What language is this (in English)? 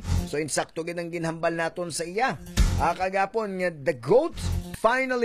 Hiligaynon